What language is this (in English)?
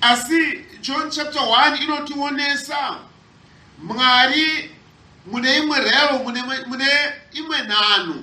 Shona